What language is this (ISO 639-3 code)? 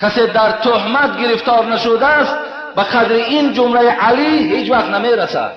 tgk